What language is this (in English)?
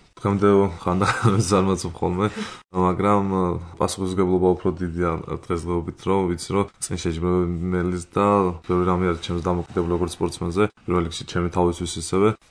Georgian